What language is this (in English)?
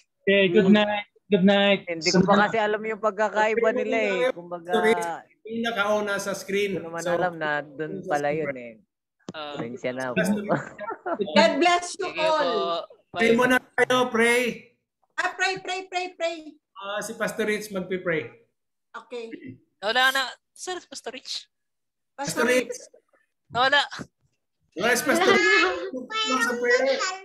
Filipino